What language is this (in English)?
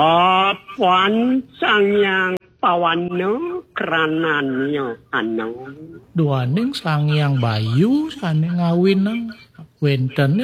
Balinese